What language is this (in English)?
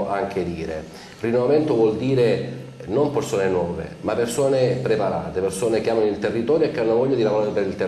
Italian